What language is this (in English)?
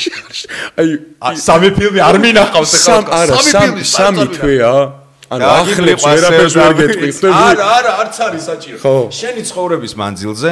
Georgian